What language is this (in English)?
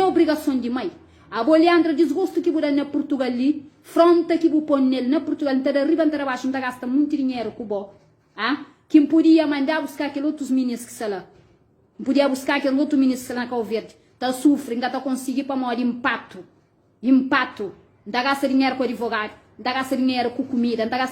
Kabuverdianu